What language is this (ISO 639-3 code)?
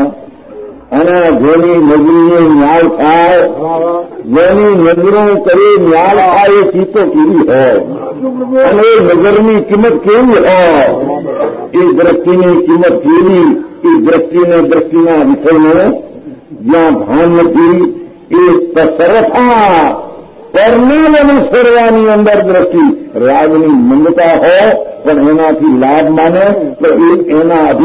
guj